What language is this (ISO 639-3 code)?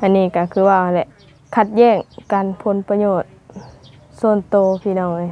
lao